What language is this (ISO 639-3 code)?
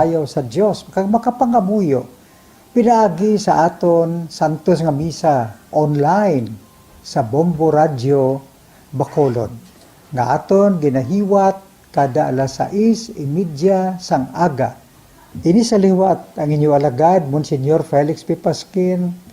hil